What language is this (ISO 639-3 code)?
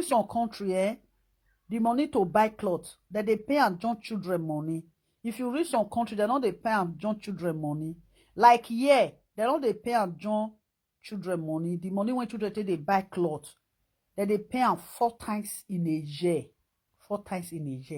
pcm